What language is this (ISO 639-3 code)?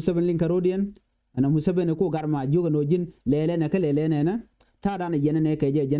nus